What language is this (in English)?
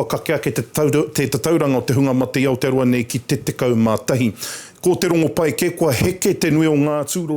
Māori